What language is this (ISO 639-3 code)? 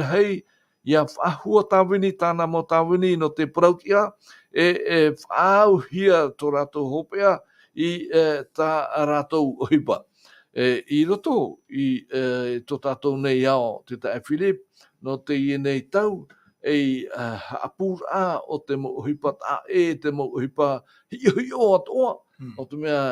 tah